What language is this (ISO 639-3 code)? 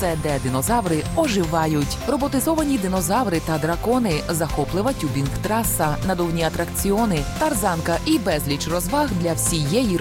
ukr